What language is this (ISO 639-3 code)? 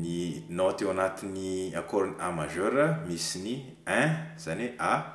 mlg